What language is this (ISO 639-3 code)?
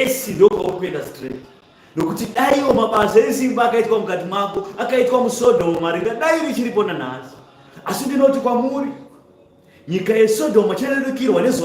sna